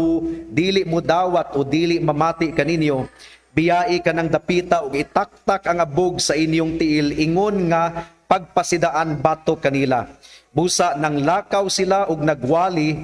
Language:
Cebuano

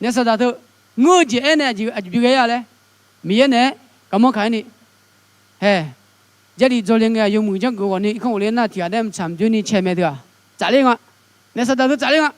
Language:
Akha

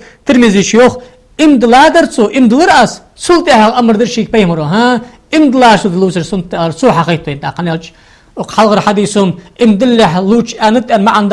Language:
Ingush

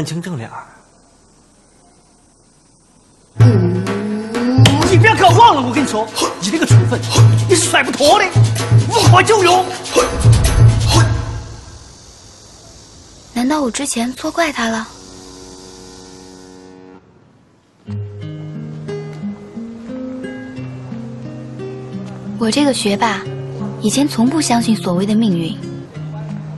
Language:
Chinese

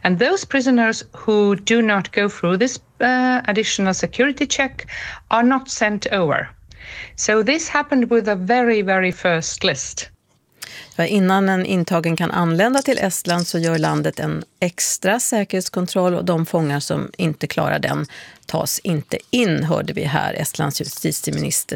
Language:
Swedish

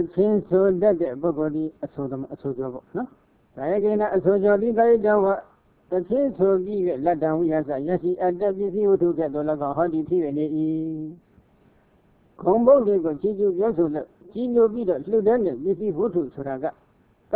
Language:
Burmese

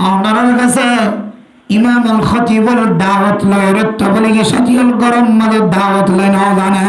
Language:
Rohingya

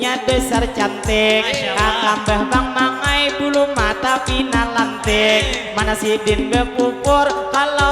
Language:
Banjar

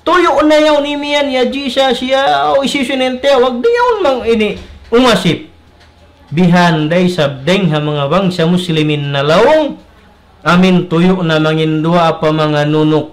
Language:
Tausug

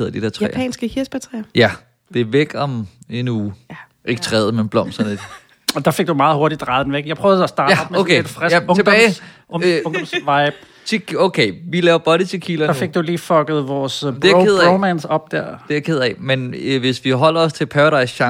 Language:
Danish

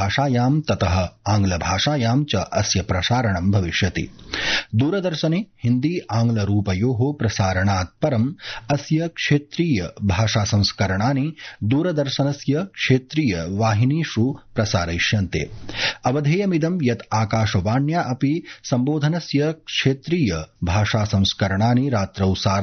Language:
Sanskrit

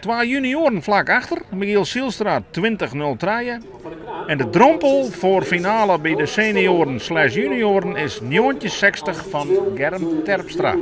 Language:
Western Frisian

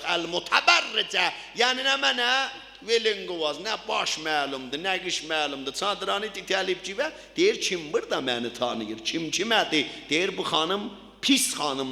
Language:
South Azerbaijani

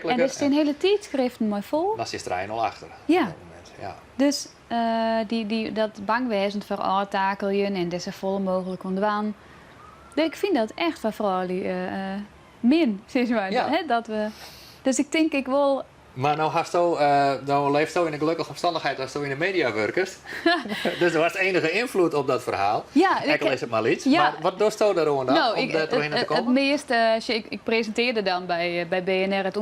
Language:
Western Frisian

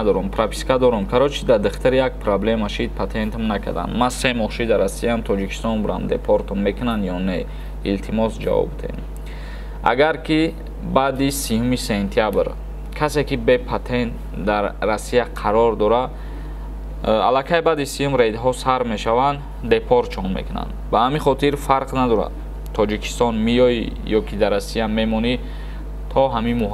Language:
Tajik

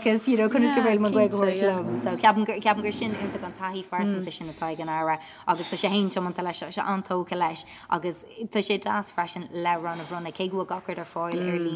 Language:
Irish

